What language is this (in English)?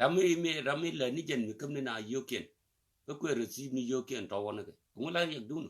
Nuer